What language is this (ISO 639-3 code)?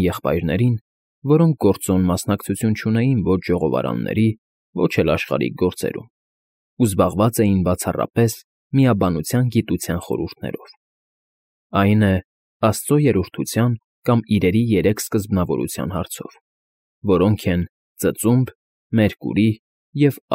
hye